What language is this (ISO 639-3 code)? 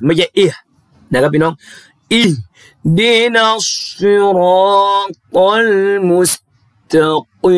tha